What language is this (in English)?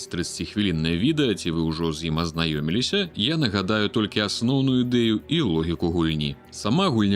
Belarusian